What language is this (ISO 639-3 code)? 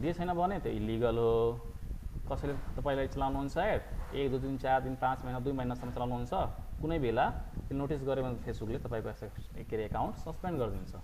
nep